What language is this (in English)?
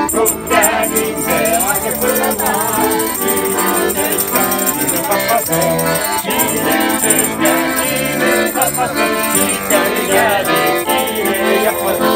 Tatar